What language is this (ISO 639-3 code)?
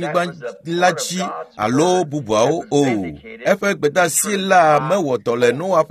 ewe